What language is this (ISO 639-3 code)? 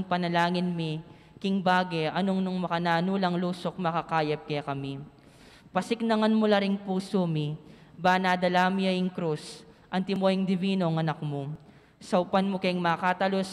pam